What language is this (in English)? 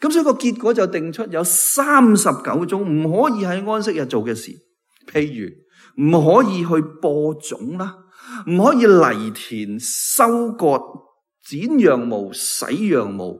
Cantonese